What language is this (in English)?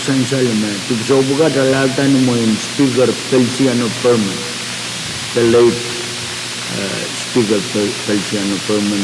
Pohnpeian